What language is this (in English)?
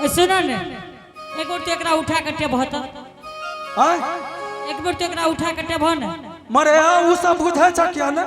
Angika